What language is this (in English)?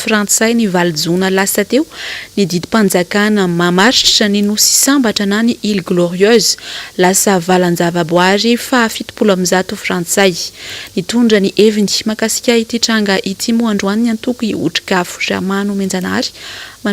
Malagasy